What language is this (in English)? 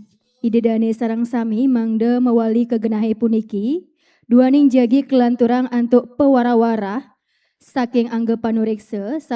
Balinese